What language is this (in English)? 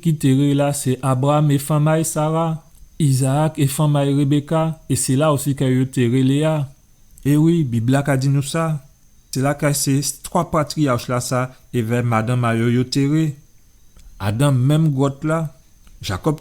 Guadeloupean Creole French